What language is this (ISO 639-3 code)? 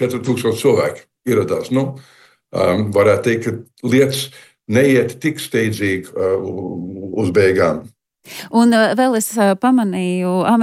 lav